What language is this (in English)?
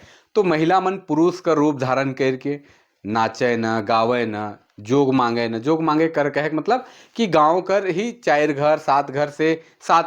Sadri